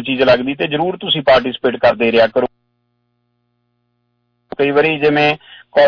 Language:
Punjabi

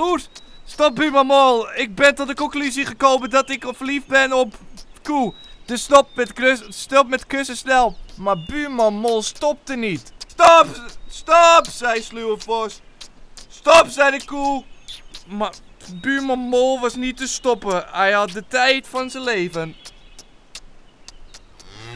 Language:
Dutch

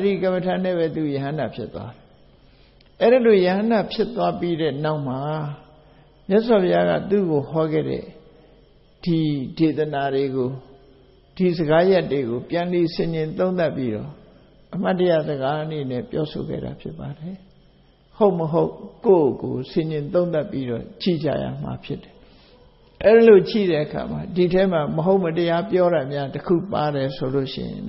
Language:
Burmese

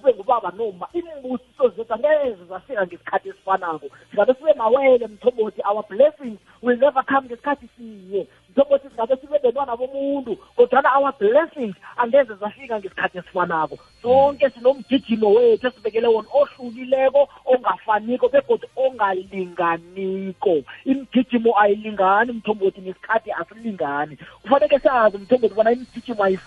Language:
South Ndebele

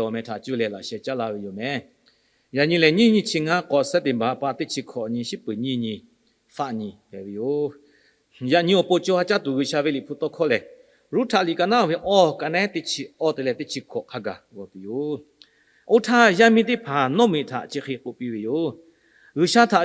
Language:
Lahu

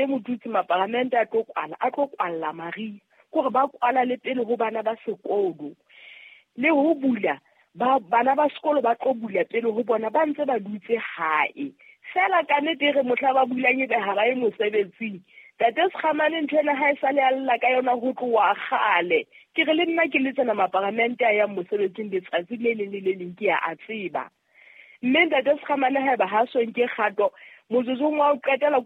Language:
Southern Sotho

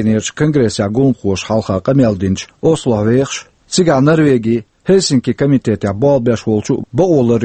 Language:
Chechen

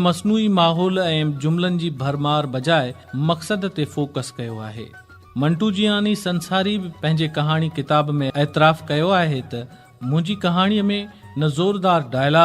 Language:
Sindhi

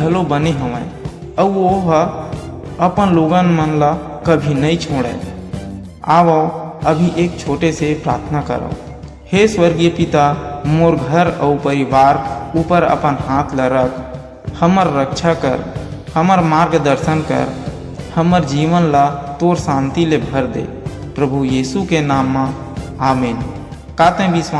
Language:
Chhattisgarhi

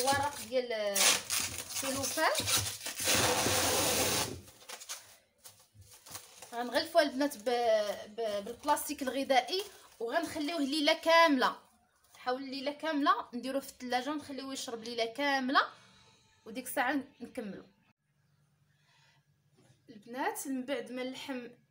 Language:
Moroccan Arabic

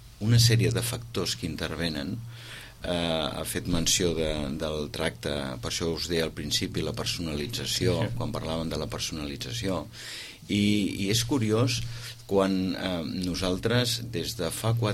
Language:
Catalan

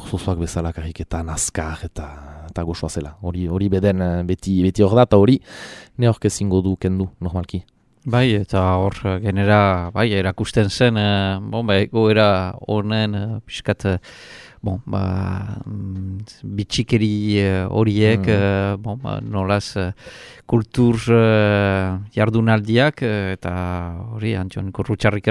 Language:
Basque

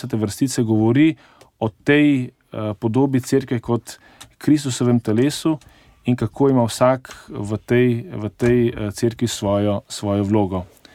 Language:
Slovenian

